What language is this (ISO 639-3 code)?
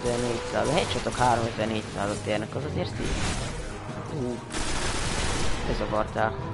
hun